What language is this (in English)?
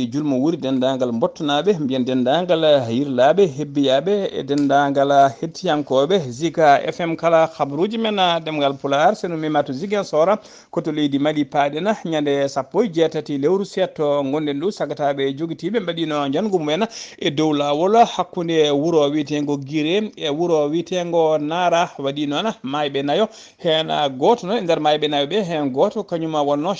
Fula